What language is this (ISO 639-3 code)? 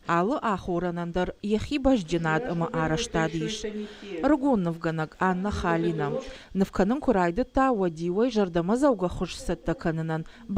oss